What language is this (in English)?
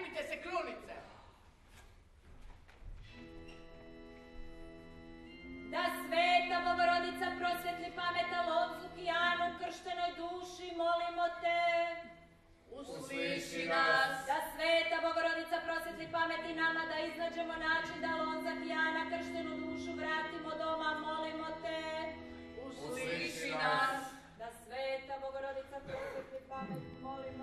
Croatian